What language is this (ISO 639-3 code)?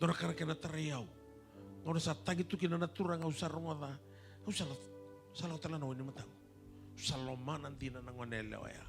fij